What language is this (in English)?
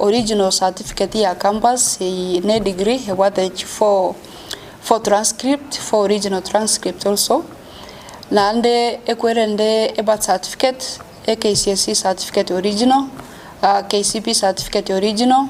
Gusii